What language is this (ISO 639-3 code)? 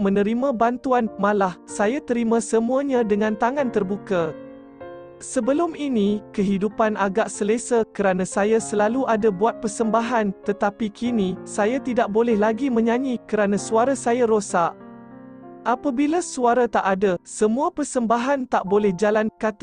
msa